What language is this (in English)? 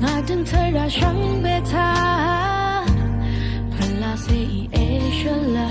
Rawang